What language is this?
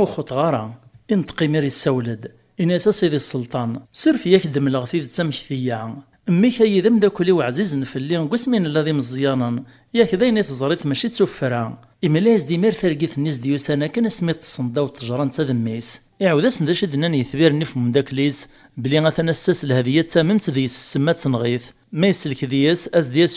Kabyle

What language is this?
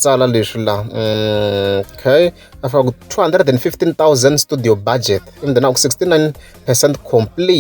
Tsonga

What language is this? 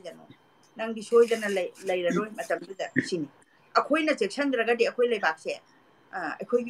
Manipuri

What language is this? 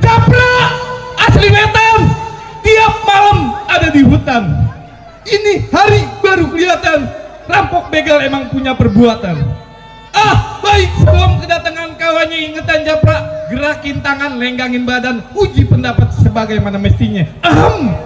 Betawi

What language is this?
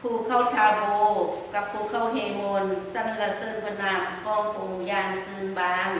Lao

